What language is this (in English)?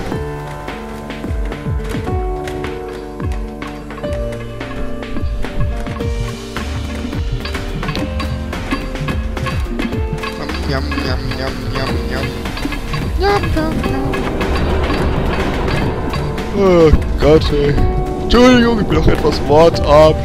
German